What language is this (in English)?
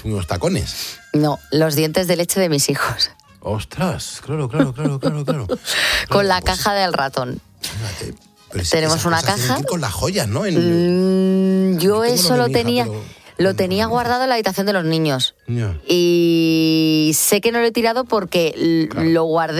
Spanish